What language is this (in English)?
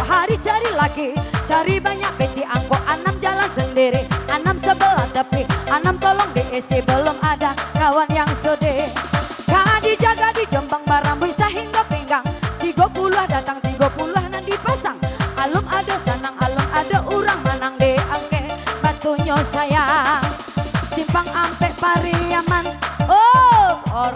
Minangkabau